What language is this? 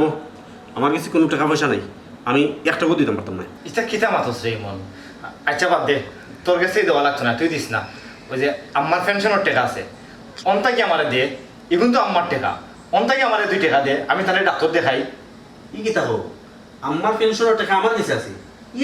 Sylheti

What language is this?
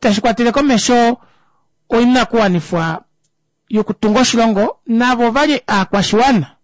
Kuanyama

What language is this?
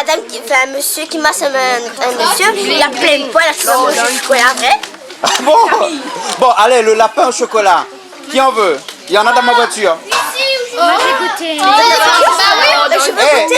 Réunion Creole French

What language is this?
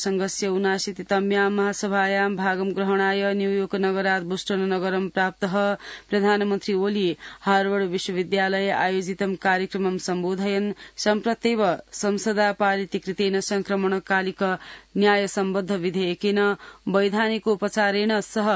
Sanskrit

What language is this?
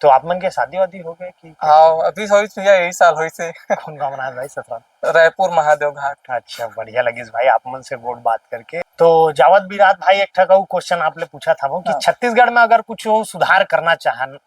Chhattisgarhi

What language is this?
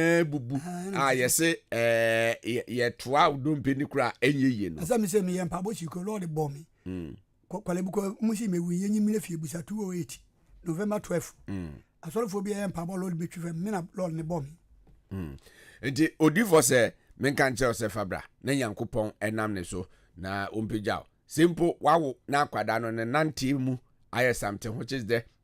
Akan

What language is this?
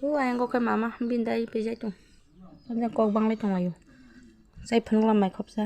Kok Borok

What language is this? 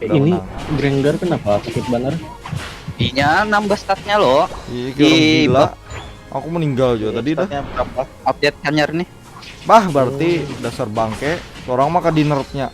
Banjar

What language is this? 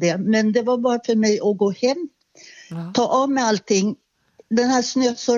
Swedish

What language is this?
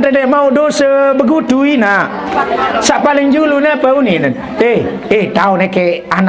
Sasak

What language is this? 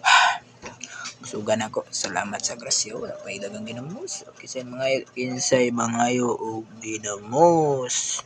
Cebuano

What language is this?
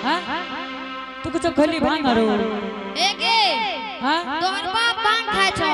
Angika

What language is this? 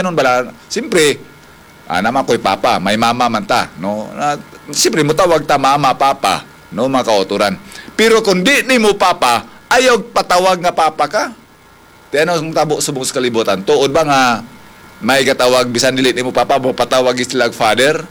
Hiligaynon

